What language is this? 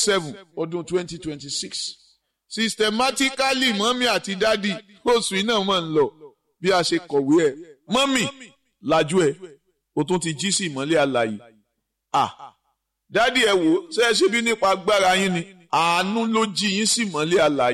Yoruba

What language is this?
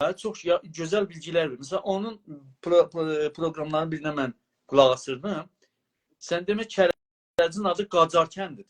South Azerbaijani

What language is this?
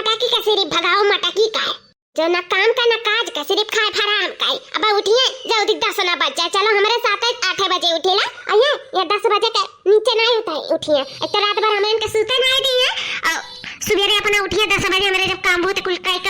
Awadhi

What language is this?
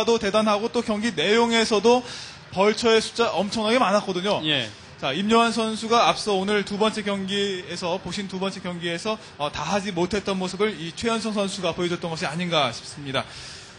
Korean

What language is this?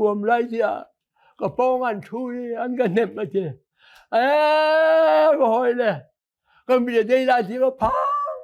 Hakha Chin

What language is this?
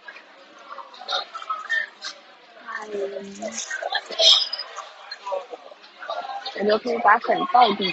Chinese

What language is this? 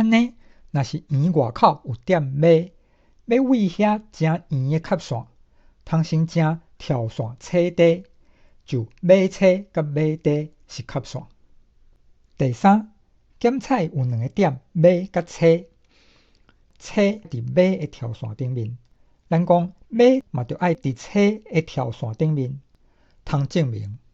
Min Nan Chinese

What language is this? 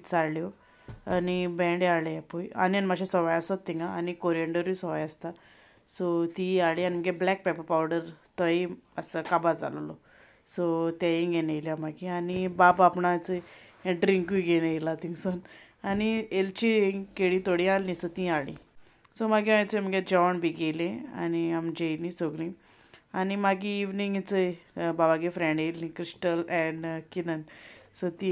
Konkani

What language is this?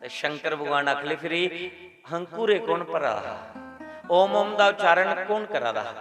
Dogri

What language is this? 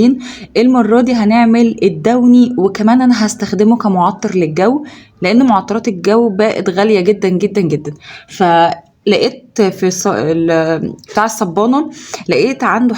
Egyptian Arabic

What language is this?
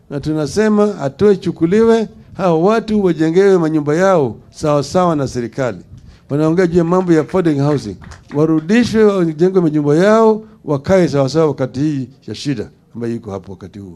Swahili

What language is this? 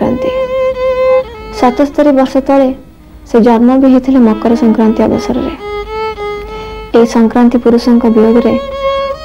Odia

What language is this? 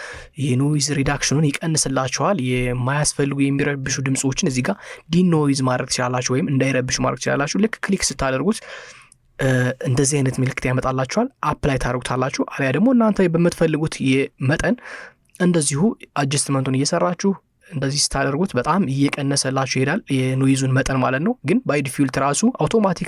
Amharic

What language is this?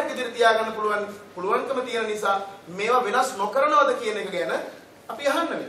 Sinhala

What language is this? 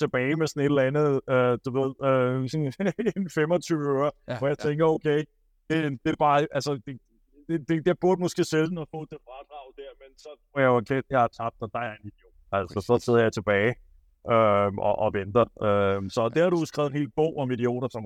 Danish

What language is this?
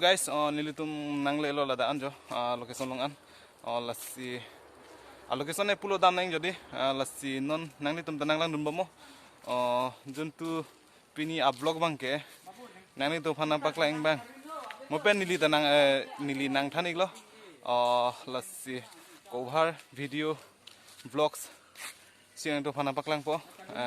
Karbi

